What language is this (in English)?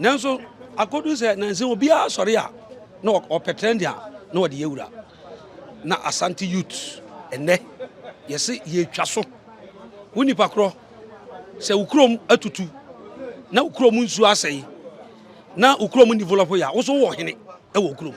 Akan